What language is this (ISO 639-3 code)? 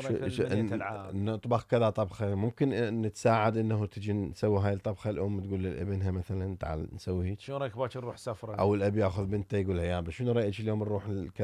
acm